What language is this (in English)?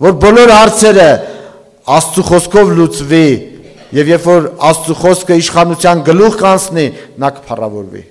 Armenian